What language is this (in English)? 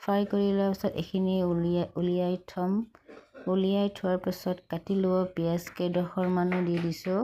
Assamese